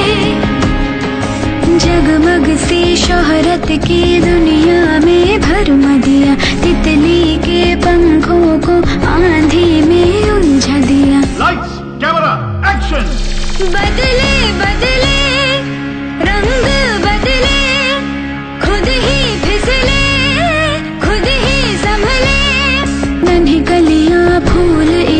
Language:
Hindi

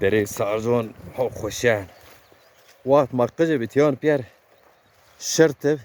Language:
Zaza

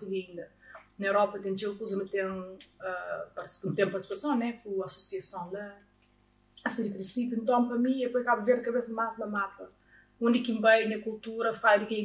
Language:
Kabuverdianu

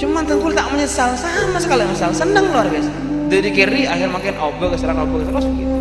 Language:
Madurese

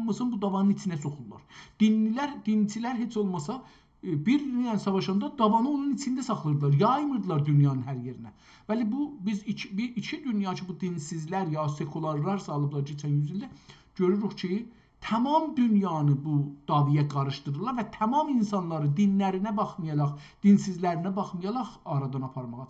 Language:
South Azerbaijani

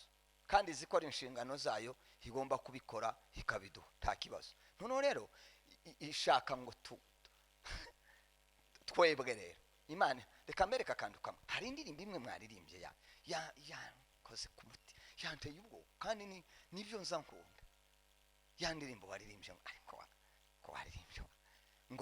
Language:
Kinyarwanda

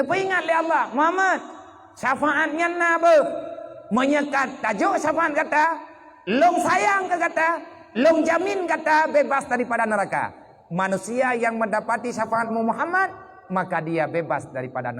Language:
Achinese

